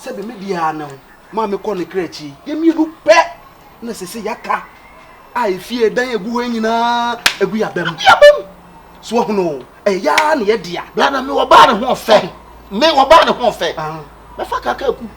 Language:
Akan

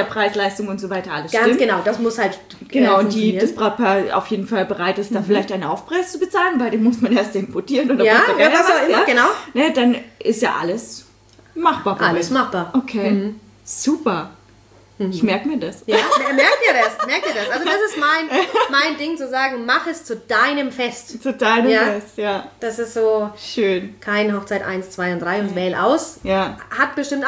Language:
German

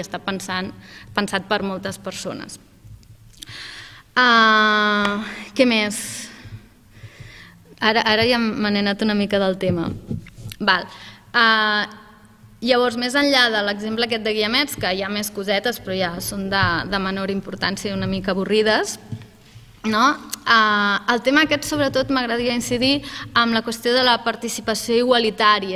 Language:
Catalan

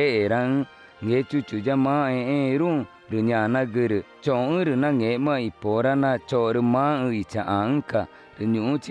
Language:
Ticuna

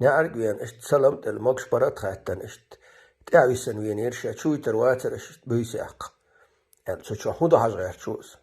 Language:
Chechen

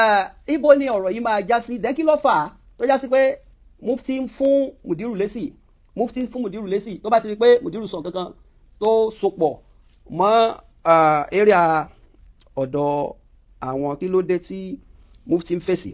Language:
Yoruba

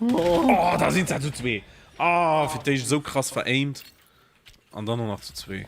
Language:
Luxembourgish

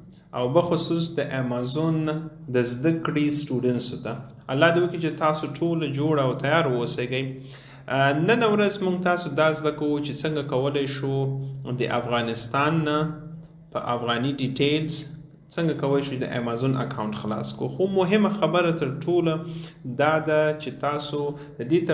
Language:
Pashto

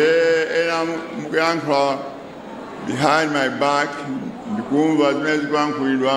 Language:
Nyanja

